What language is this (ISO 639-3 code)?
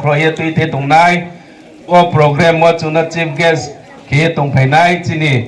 ria